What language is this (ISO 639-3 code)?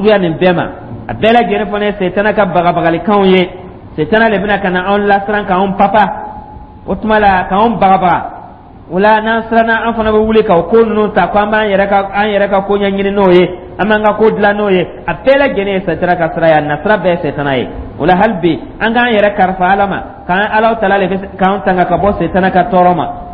dyu